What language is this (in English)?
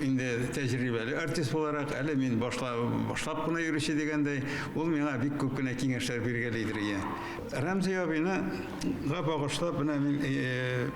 Tatar